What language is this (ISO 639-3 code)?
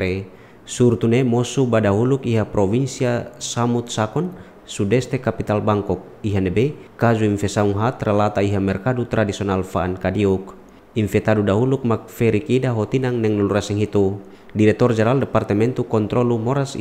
tet